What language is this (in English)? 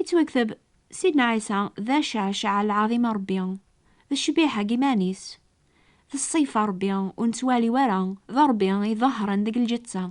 Kabyle